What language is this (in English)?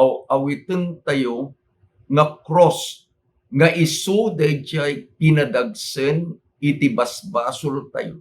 Iloko